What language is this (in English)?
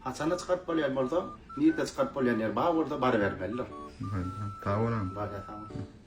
Turkmen